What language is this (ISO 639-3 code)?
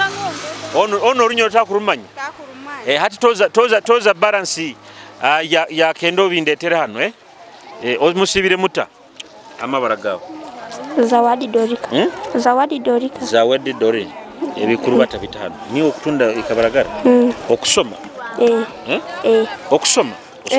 nyo